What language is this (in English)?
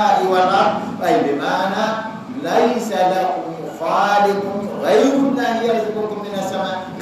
Fula